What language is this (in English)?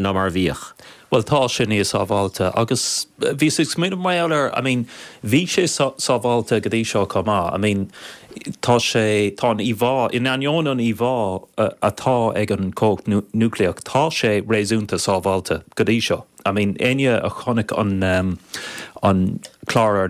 Irish